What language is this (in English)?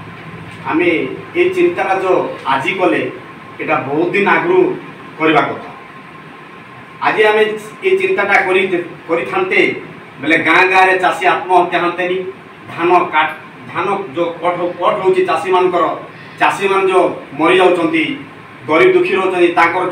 Odia